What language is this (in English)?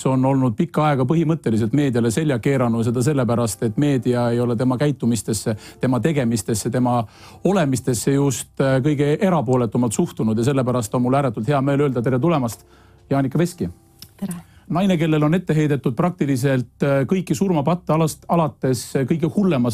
Estonian